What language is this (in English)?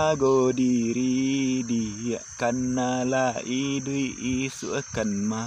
Minangkabau